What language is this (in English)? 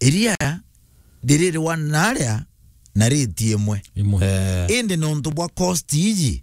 Meru